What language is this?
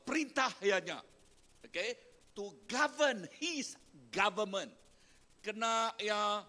Iban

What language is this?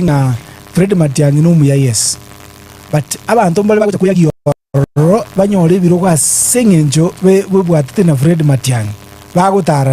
Gusii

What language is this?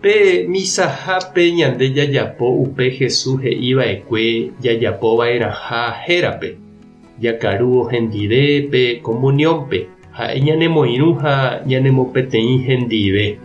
Guarani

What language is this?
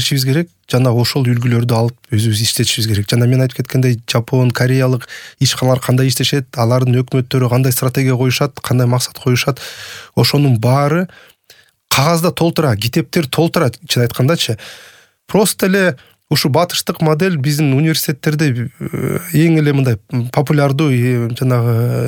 Kyrgyz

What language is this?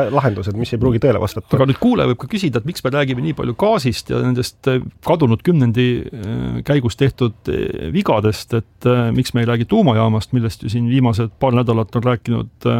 Estonian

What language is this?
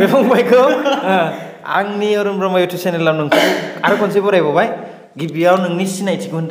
Bodo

